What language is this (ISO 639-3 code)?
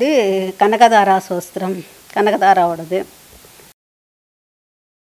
tam